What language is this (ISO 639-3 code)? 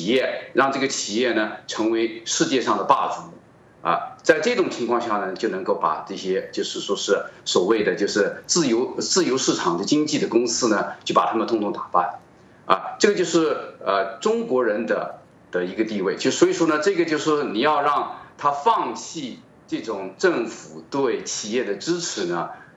zho